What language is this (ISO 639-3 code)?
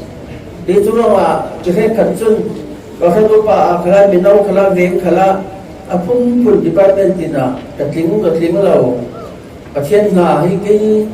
cfm